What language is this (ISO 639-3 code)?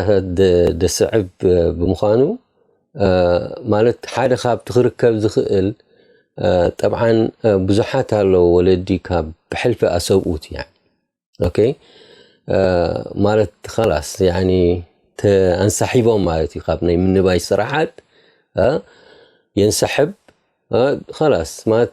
tir